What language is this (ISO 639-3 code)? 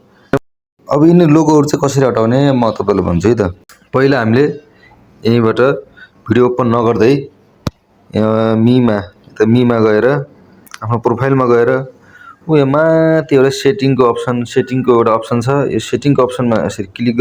nep